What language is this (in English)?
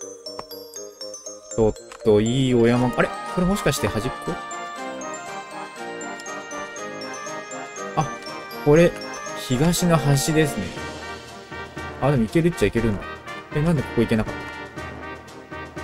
Japanese